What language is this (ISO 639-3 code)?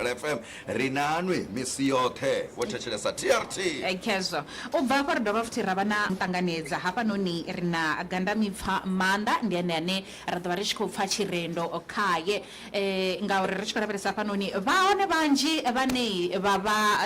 ven